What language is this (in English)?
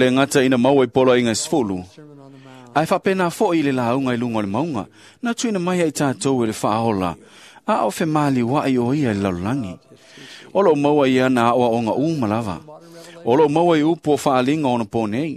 Samoan